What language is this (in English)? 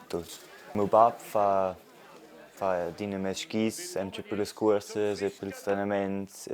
Romansh